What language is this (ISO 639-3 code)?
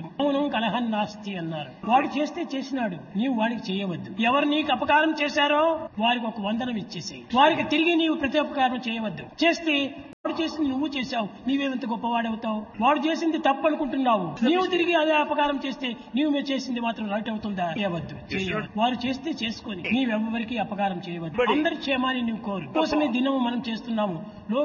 tel